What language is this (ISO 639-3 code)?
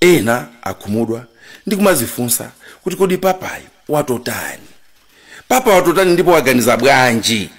nya